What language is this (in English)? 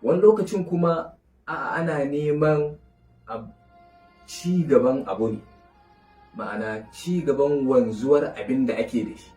Hausa